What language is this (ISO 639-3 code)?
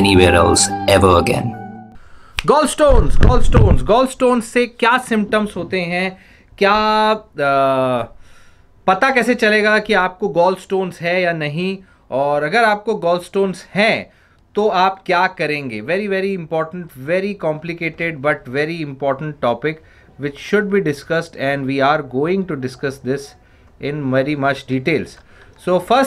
hin